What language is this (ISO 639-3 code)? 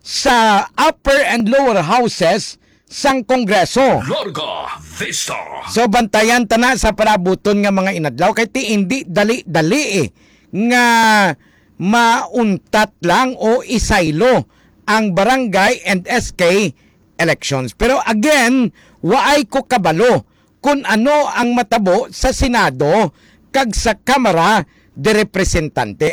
hil